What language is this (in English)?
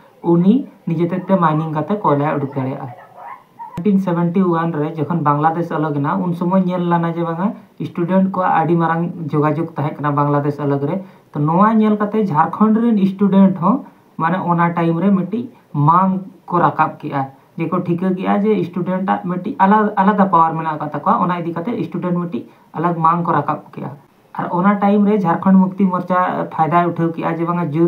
Santali